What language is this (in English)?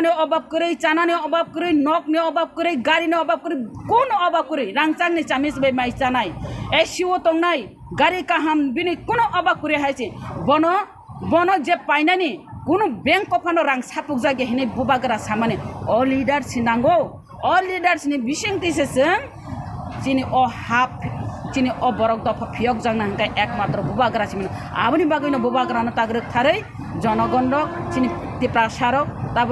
Kok Borok